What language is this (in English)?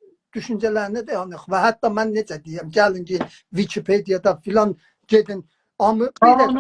South Azerbaijani